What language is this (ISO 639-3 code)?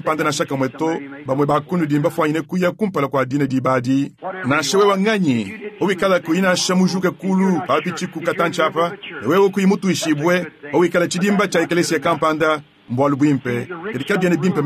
lua